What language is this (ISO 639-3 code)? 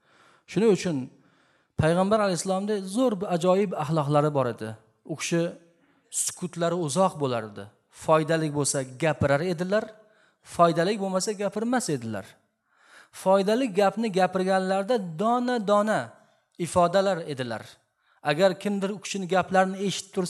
uzb